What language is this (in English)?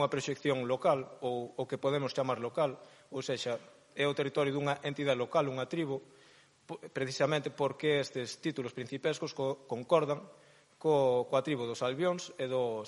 Galician